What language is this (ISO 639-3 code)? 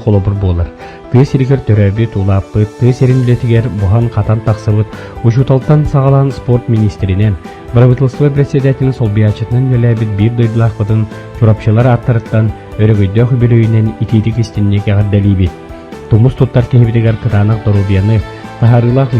sah